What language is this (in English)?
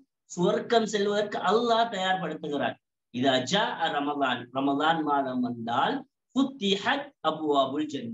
Tamil